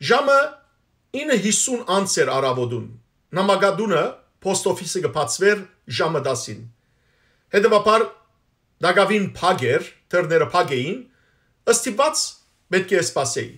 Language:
Western Armenian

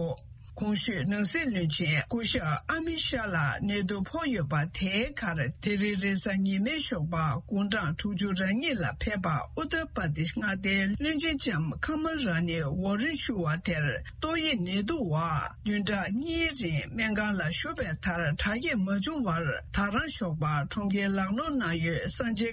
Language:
Tibetan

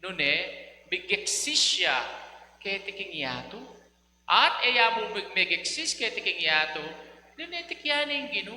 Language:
Pampanga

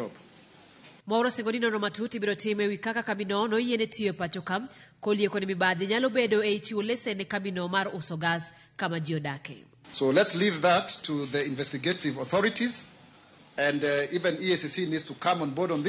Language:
Luo (Kenya and Tanzania)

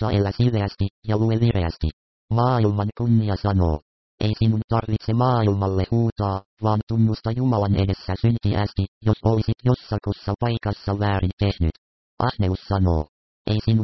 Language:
Finnish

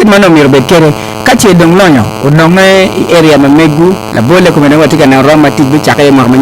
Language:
Acoli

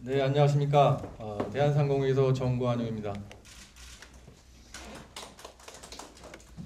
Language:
Korean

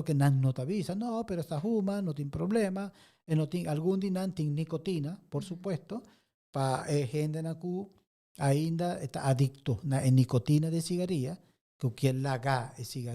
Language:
Papiamento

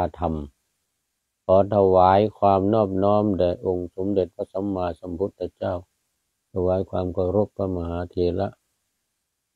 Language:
Thai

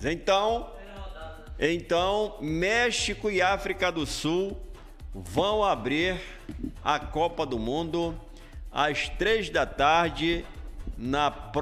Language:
Portuguese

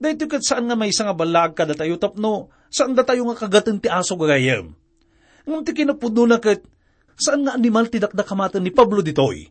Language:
Iloko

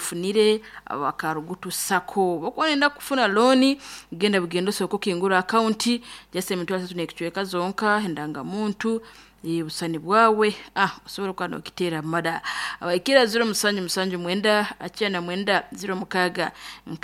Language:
Nyoro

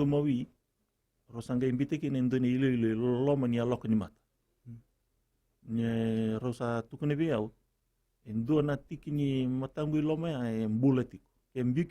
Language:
Fijian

